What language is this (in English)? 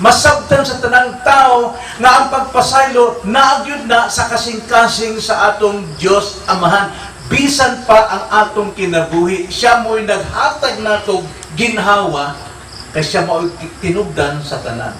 Cebuano